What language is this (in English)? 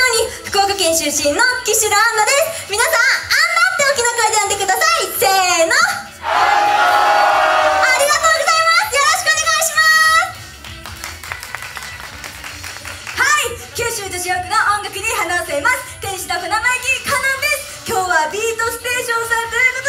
Japanese